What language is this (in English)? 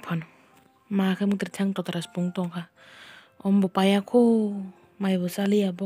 Kok Borok